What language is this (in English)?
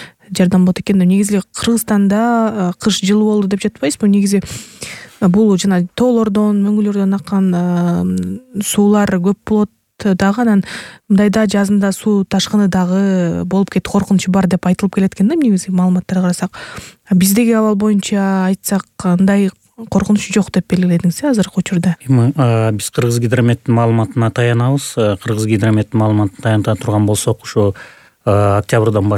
Kyrgyz